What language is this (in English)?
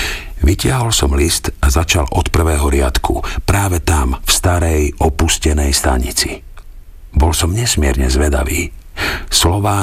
Slovak